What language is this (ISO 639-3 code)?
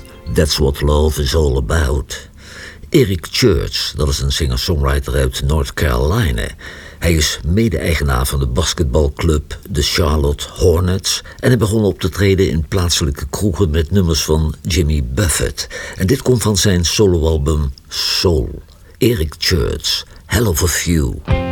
nld